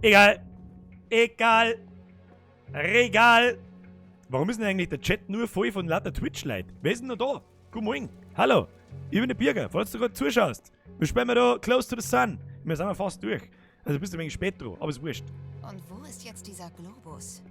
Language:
Bavarian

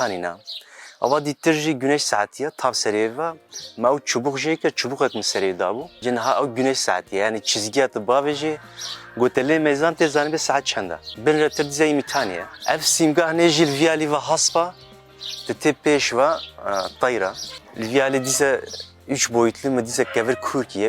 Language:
Kurdish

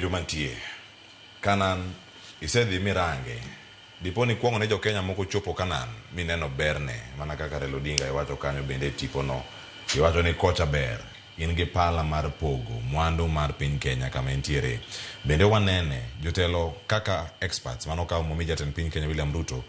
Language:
Luo (Kenya and Tanzania)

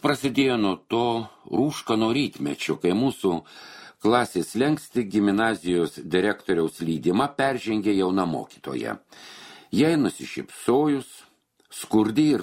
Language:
Lithuanian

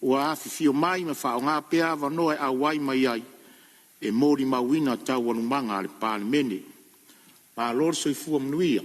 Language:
Samoan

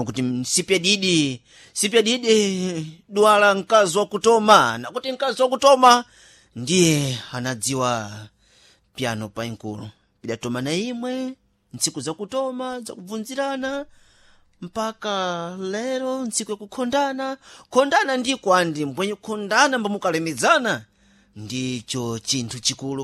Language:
Sena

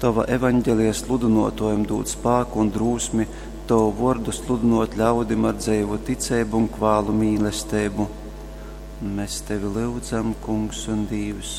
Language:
Latgalian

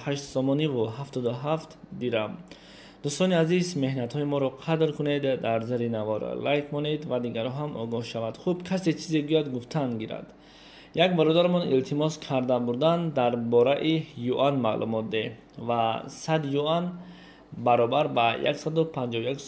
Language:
Tajik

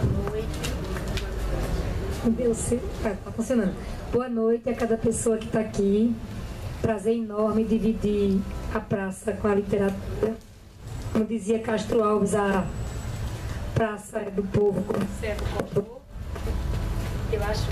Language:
Portuguese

